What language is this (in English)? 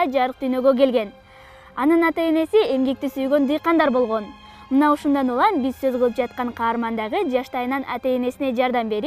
Kyrgyz